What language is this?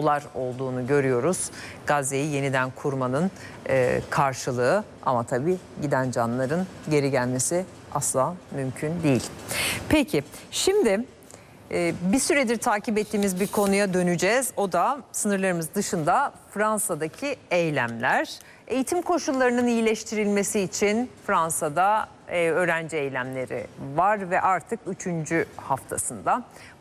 Turkish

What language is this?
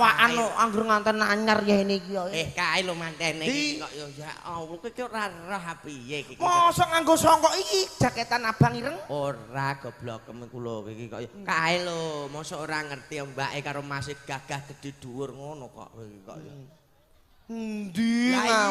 Javanese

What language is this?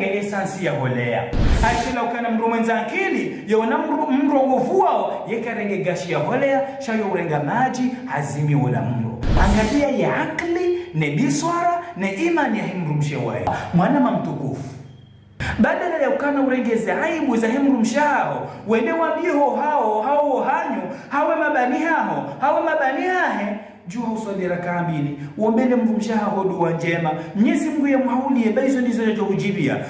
Ngazidja Comorian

